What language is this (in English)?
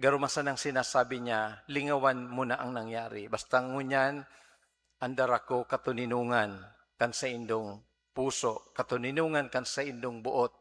Bikol